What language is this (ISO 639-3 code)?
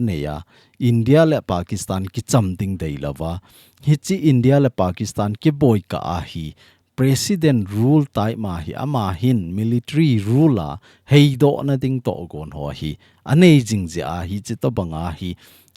tcz